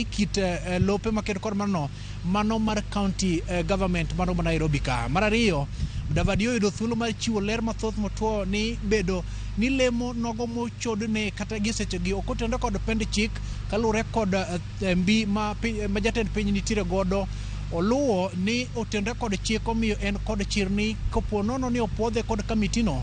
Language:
Luo (Kenya and Tanzania)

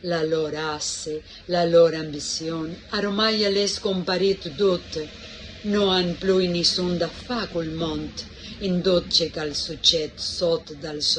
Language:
Friulian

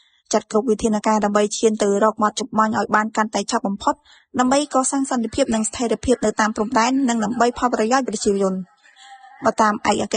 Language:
Khmer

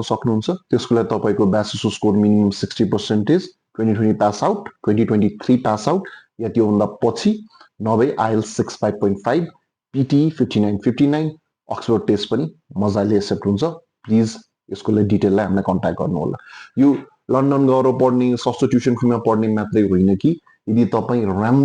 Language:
Nepali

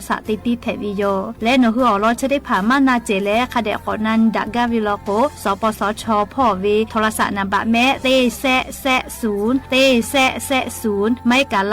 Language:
Lahu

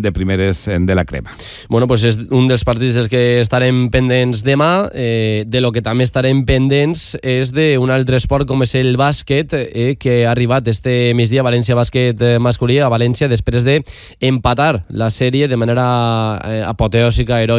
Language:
Catalan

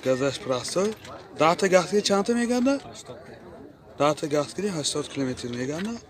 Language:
Tajik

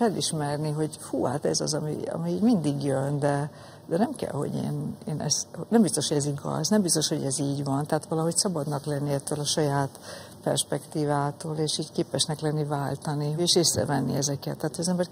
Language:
Hungarian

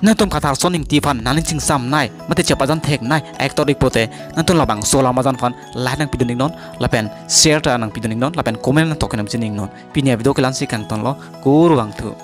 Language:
Karbi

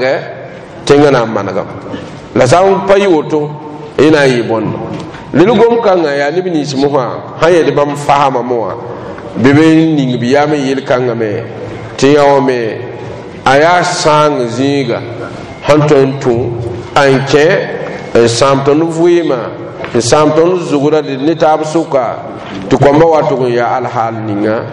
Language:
Mossi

